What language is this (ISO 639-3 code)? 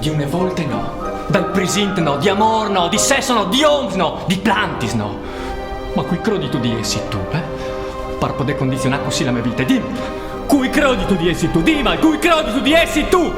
fur